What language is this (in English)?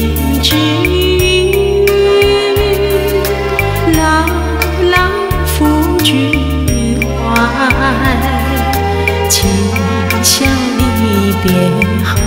Chinese